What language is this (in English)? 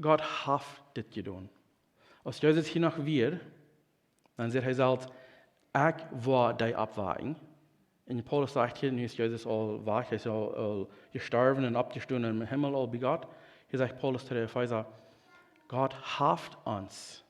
Plautdietsch